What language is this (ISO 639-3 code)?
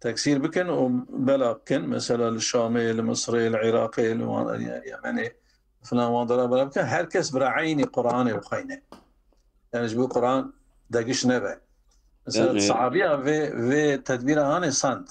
kur